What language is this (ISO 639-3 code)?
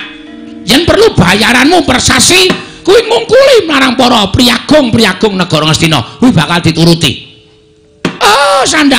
jav